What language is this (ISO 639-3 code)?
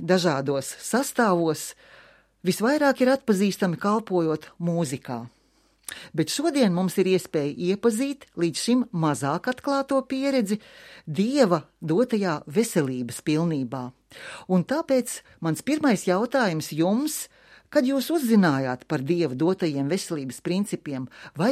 lav